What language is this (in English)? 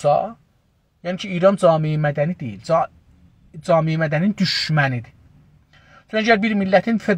South Azerbaijani